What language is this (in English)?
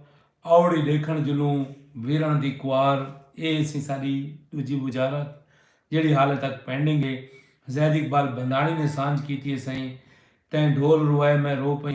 Saraiki